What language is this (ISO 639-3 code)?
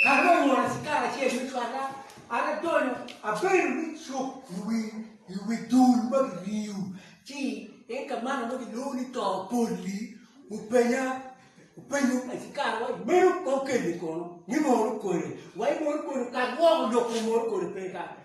ach